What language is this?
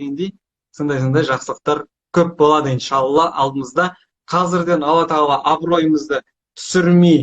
Kazakh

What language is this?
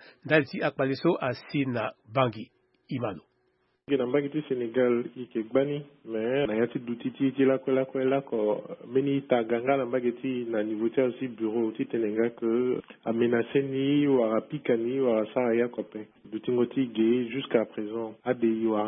Sango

